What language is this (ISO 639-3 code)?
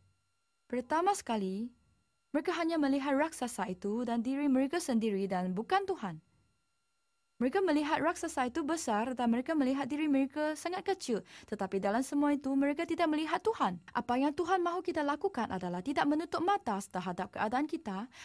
msa